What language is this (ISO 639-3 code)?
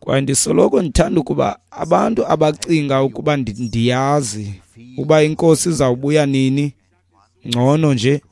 xho